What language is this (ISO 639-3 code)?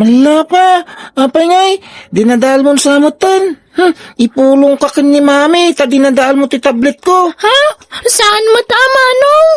ilo